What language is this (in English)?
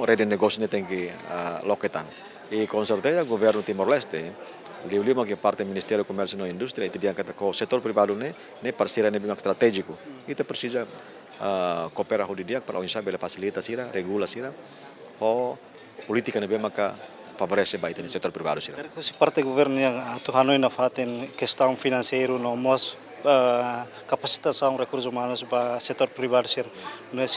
Tetum